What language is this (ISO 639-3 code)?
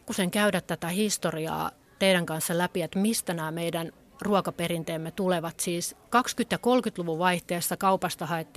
fin